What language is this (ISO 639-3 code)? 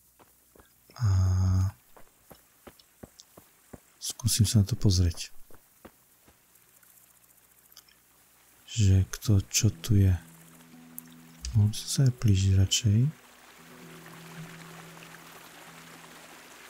slk